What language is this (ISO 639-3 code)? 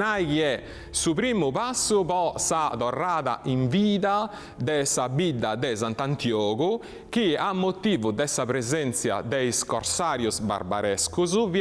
srd